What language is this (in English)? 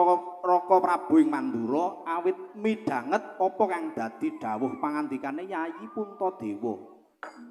Javanese